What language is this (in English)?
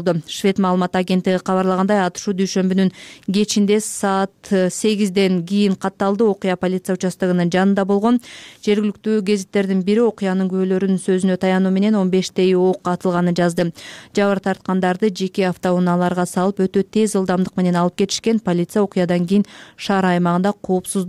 Kyrgyz